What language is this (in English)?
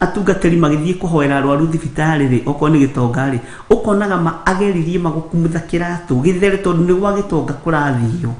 Kikuyu